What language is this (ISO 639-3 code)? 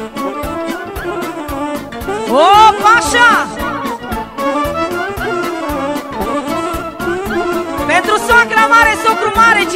ron